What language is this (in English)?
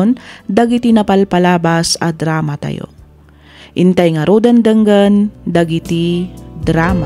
Iloko